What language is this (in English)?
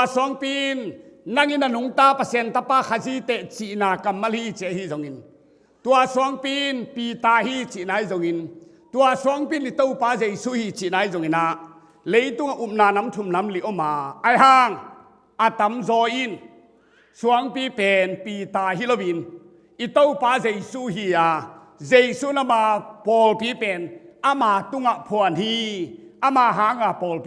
Tedim Chin